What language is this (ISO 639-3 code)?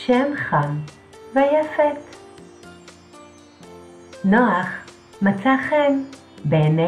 heb